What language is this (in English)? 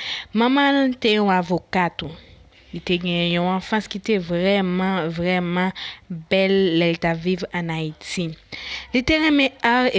Haitian Creole